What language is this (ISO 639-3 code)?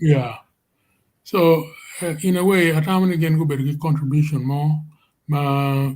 ach